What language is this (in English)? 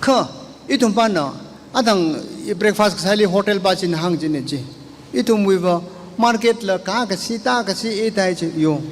Tangkhul Naga (India)